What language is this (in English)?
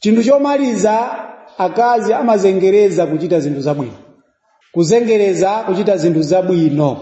Nyanja